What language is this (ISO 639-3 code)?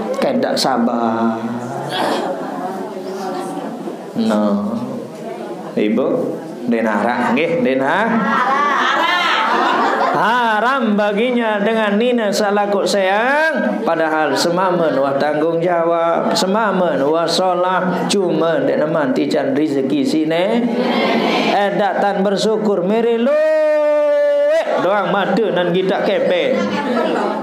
sas